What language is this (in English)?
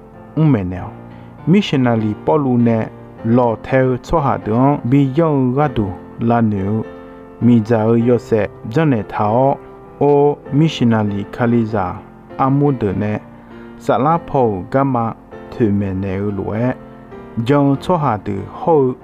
Akha